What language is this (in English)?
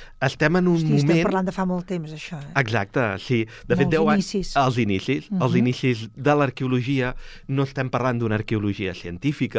Catalan